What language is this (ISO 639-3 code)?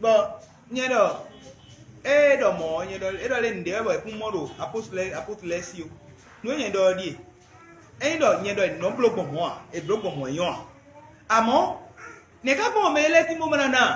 fon